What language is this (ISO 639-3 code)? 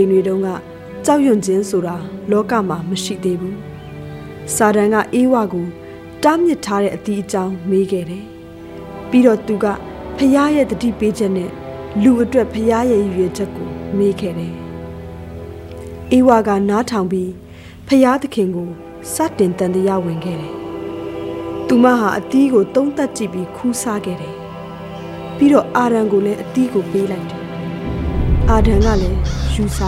mya